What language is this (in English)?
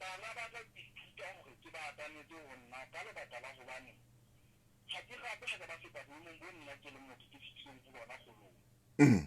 Southern Sotho